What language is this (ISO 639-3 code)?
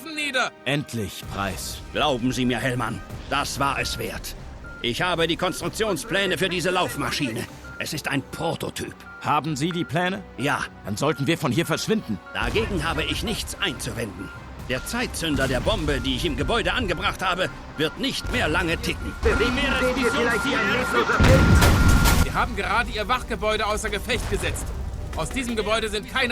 bar